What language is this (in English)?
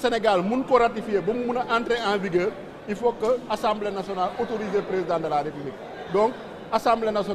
Wolof